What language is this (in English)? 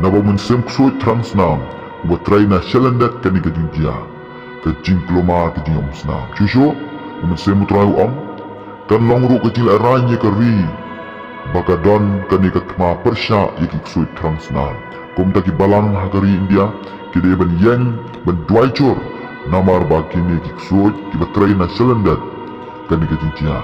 Khasi